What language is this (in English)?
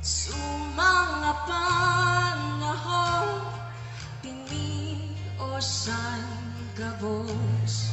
Bikol